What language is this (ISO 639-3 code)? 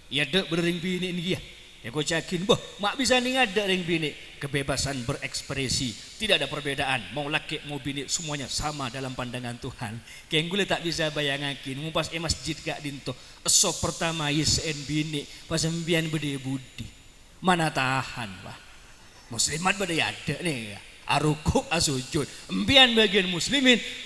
mad